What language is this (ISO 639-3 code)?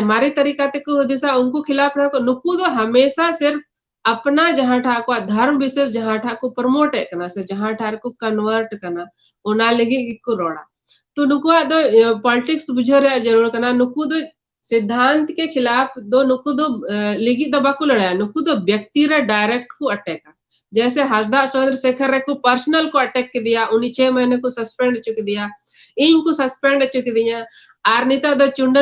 sat